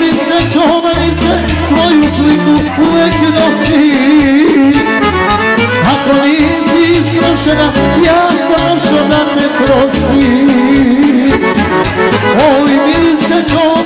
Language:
Serbian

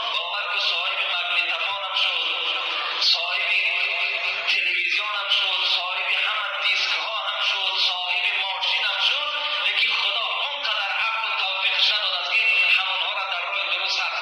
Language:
Tajik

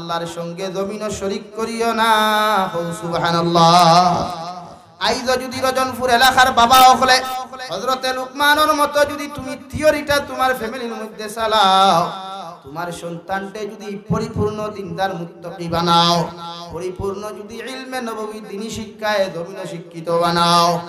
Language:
Sylheti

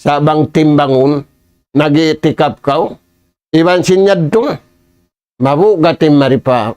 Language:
Tausug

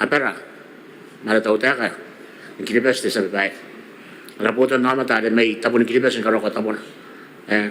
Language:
Gilbertese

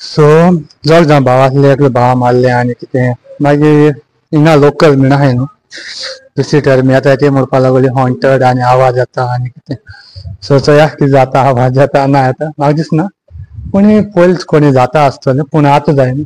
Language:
Konkani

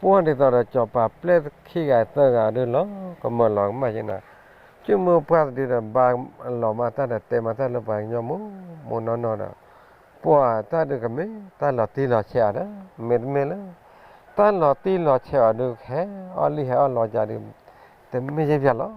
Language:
S'gaw Karen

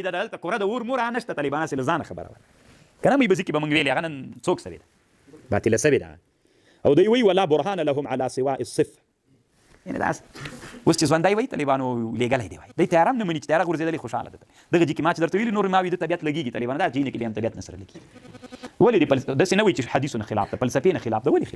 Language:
Pashto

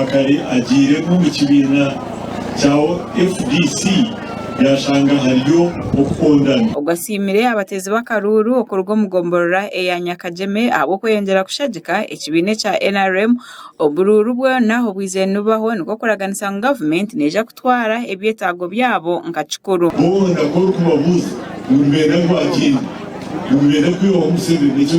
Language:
Nyankole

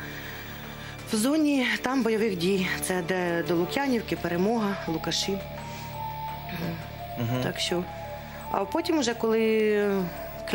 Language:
Ukrainian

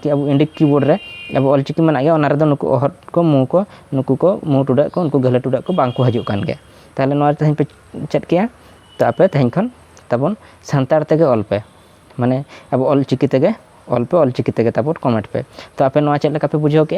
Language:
Santali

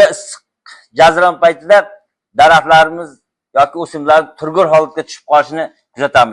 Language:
Uzbek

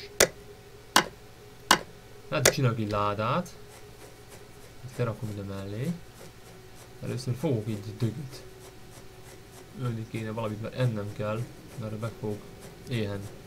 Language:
Hungarian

